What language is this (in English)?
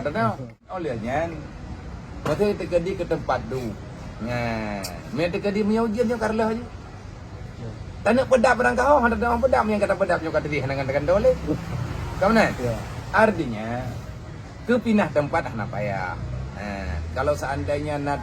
Achinese